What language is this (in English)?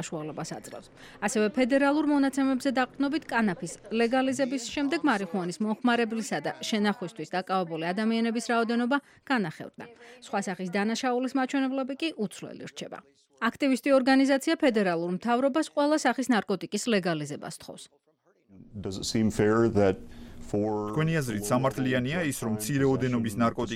Georgian